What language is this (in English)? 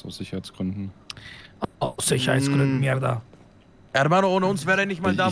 German